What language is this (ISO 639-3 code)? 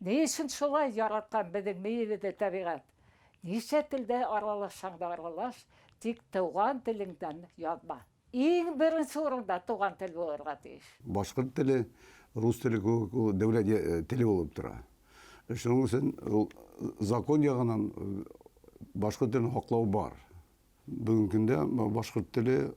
bak